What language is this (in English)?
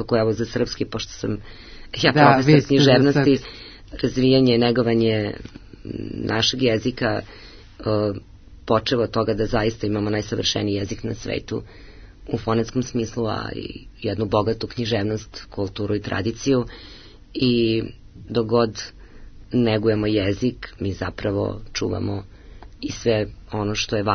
Serbian